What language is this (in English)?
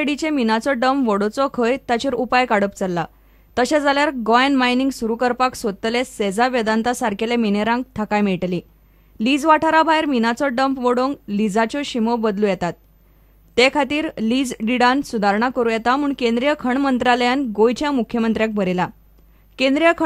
Konkani